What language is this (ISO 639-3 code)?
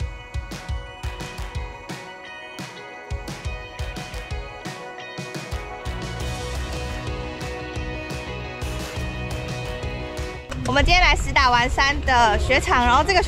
zho